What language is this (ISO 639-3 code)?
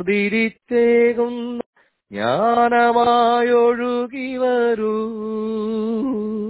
mal